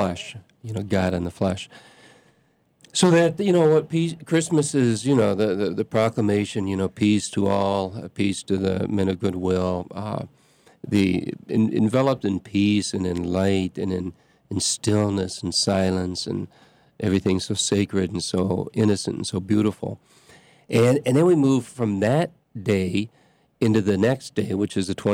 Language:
English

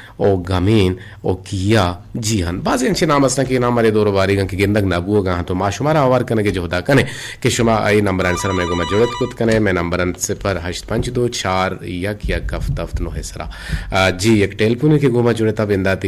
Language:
Eastern Balochi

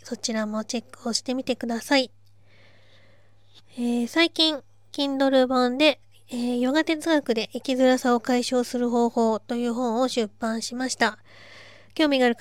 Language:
Japanese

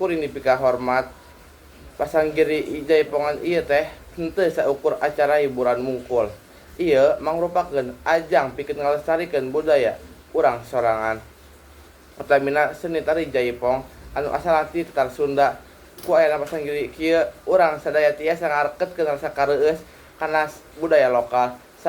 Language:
Sundanese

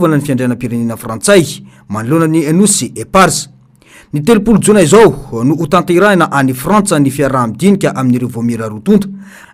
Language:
Malagasy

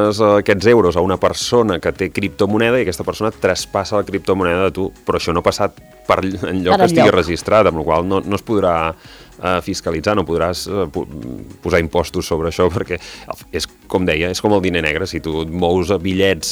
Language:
Catalan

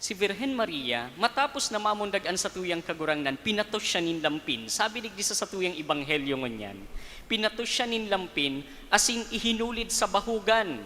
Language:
Bikol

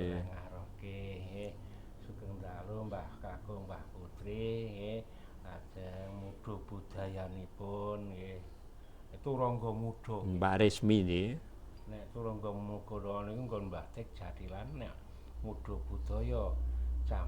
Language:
Javanese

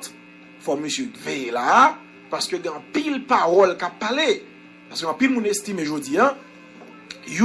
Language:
Haitian Creole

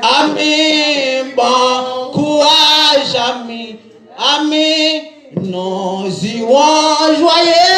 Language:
Haitian Creole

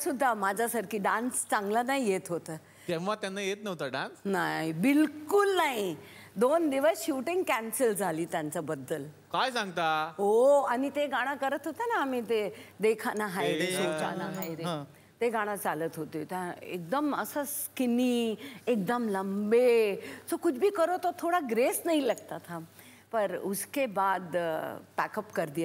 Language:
Marathi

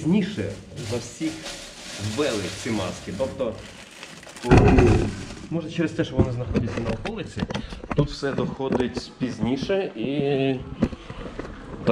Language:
Ukrainian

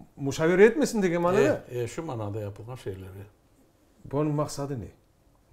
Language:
Crimean Tatar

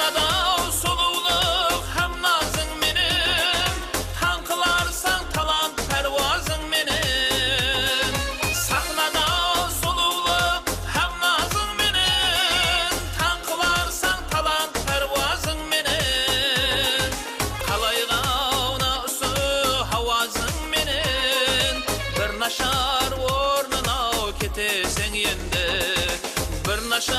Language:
Kara-Kalpak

